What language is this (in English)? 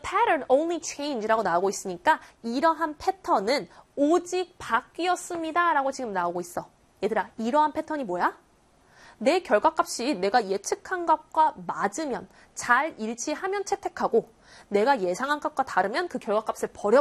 Korean